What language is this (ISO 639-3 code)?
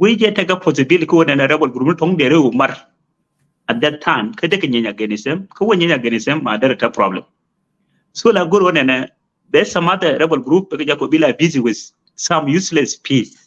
nus